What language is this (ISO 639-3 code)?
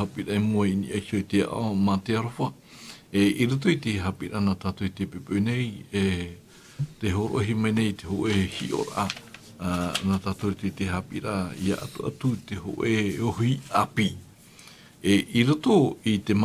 tah